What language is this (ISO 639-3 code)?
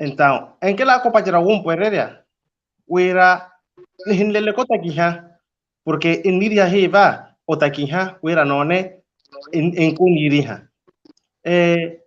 vmw